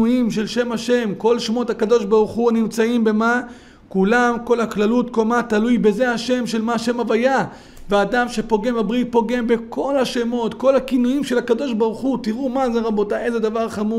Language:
Hebrew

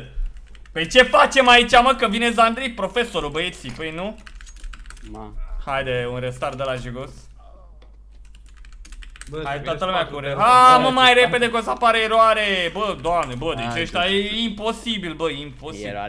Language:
Romanian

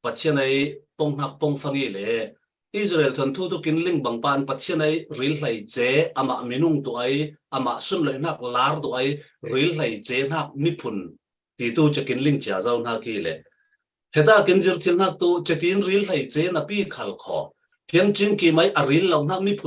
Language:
Falam Chin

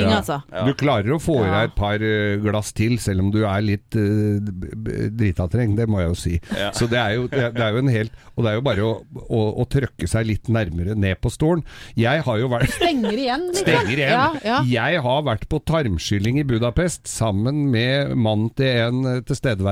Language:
Norwegian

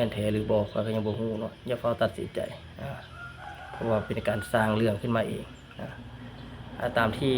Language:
Lao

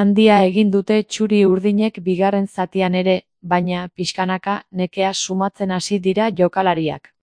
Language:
Basque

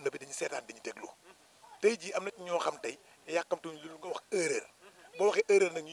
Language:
Wolof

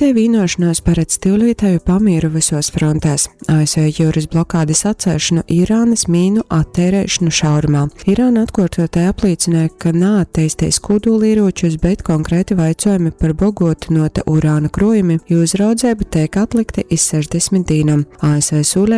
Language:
Latgalian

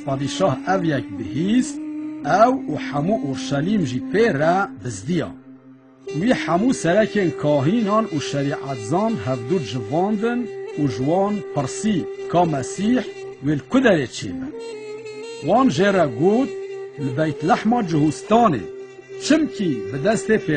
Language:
Kurdish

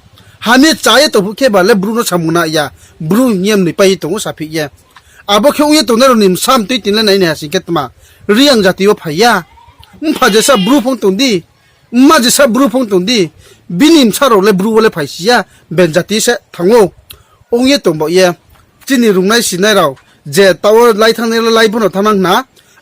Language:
Riang (India)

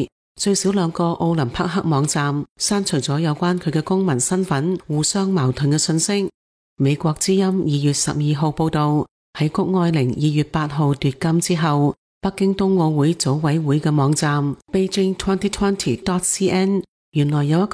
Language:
Cantonese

